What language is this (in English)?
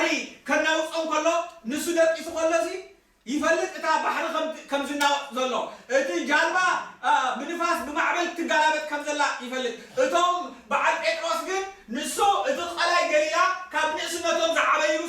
Tigrinya